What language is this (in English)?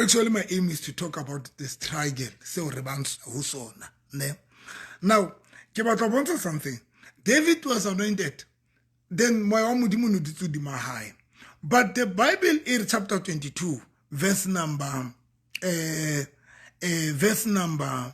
Southern Sotho